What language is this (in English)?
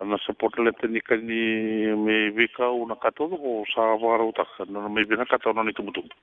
Fijian